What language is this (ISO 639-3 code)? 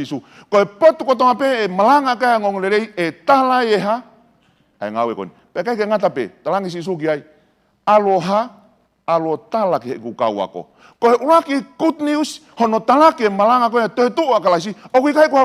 ton